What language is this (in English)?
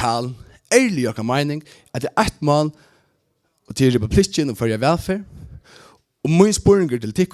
Faroese